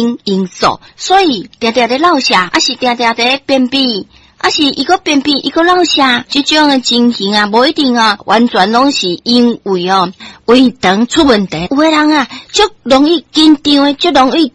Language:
Min Nan Chinese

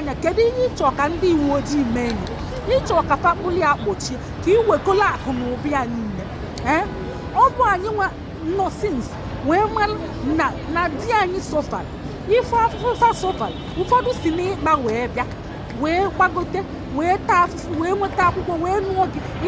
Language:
Igbo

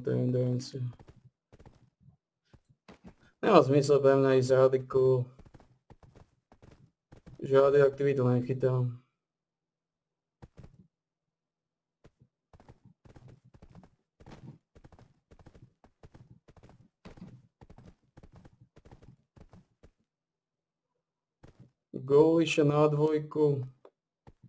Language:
Slovak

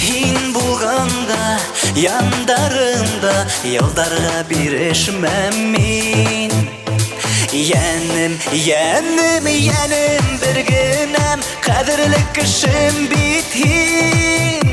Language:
Bashkir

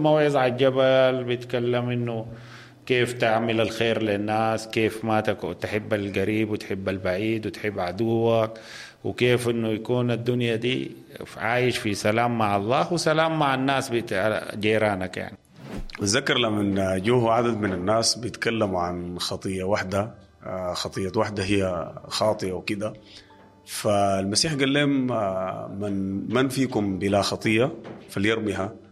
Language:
Sudanese Arabic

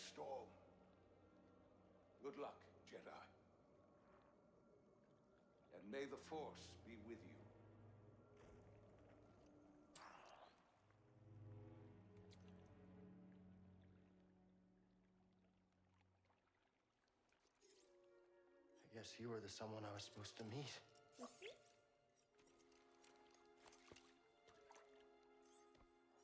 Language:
English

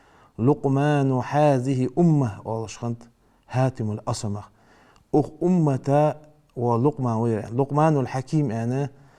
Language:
Ingush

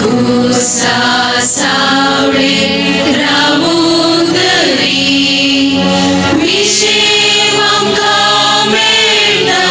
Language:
Konkani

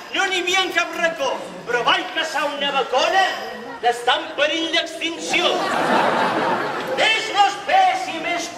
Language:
Catalan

